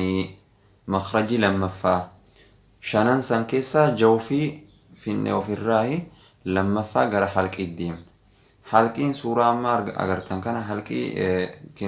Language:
Oromo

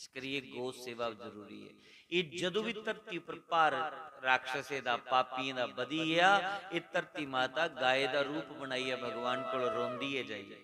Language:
Dogri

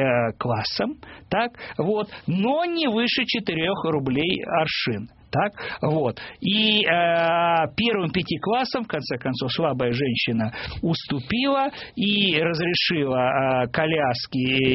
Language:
Russian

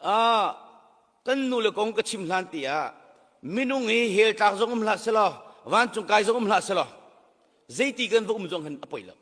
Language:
Hakha Chin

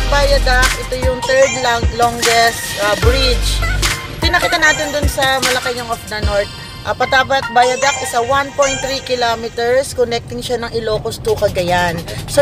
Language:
Filipino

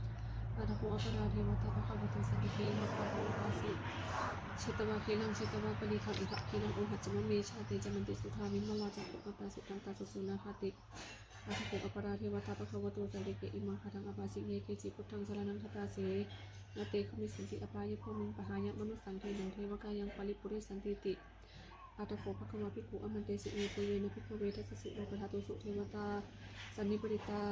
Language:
Pali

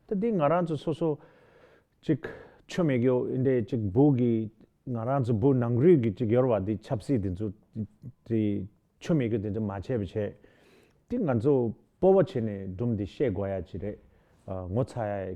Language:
Tibetan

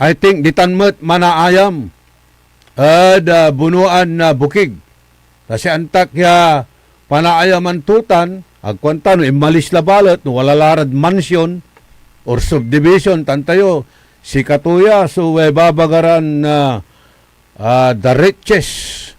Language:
Pangasinan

